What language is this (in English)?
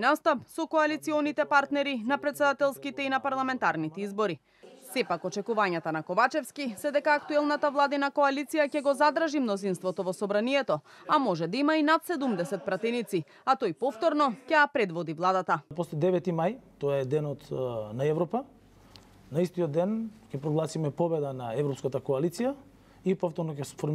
Macedonian